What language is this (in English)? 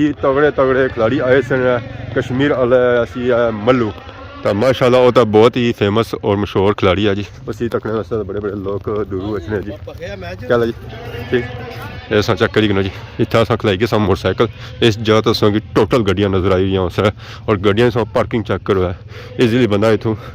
Pahari-Potwari